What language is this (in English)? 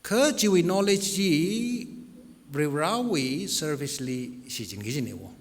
Tangkhul Naga (India)